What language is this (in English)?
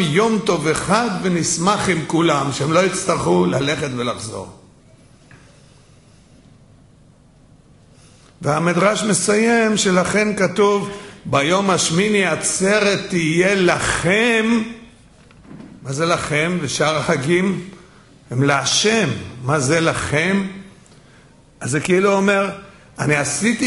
Hebrew